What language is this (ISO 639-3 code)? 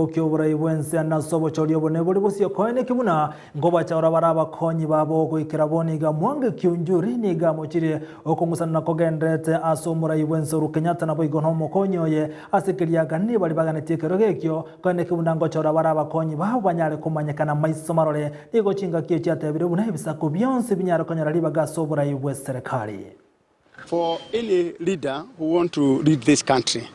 guz